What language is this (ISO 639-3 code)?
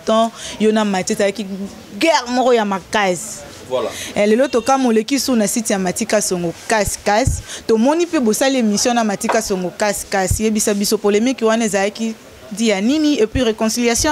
lin